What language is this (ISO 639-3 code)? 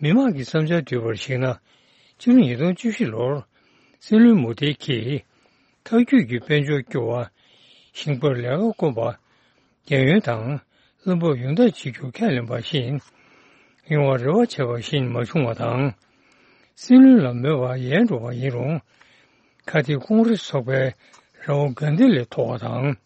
bod